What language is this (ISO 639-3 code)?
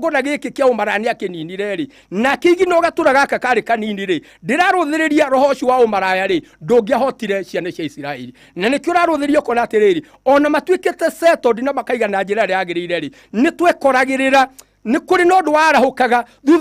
kik